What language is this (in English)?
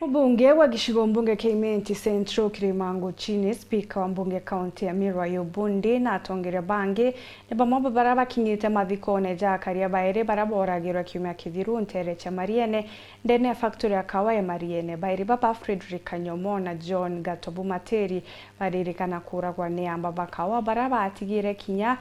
Meru